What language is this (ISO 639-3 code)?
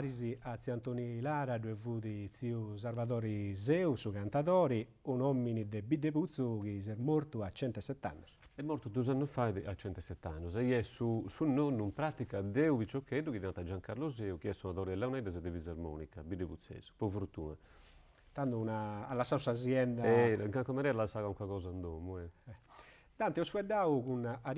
srd